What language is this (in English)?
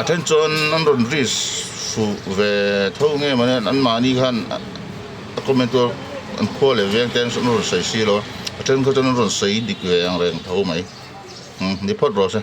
Hmar